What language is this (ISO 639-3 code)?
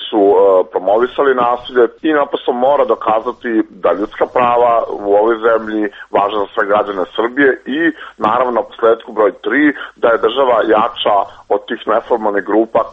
srp